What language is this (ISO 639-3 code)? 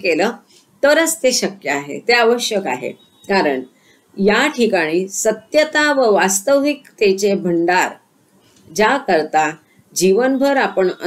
mar